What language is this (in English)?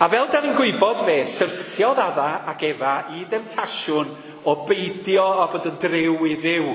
Welsh